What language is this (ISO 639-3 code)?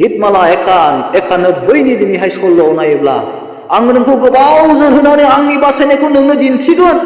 brx